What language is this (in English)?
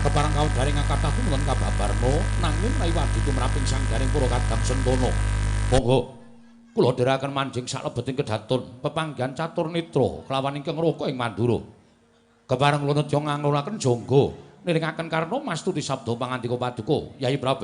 Javanese